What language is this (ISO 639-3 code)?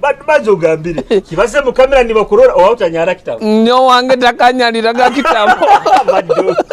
nyo